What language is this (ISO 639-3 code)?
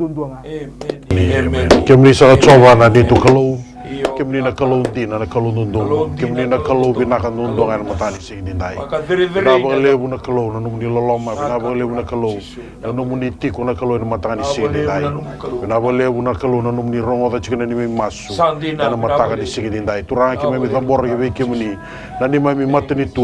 fij